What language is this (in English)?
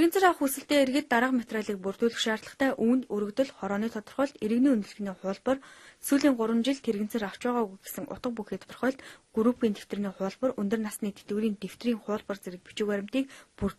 Mongolian